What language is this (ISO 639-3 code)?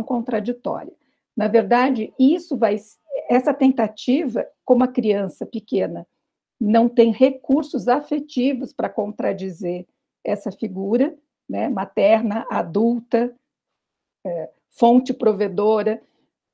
por